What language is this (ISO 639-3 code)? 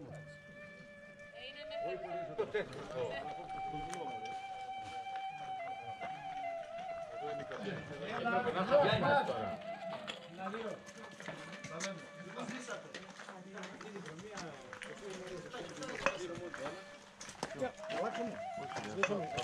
ell